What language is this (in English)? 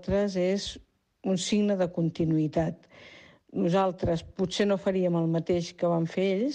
Catalan